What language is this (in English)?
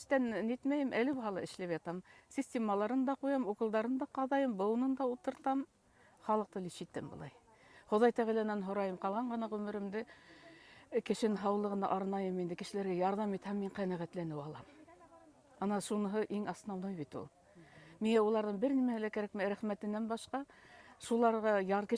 Bashkir